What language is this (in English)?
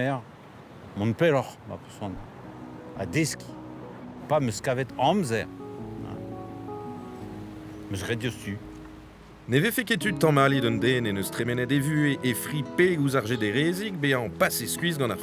Breton